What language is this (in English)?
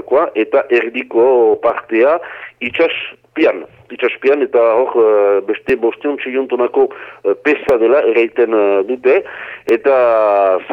Basque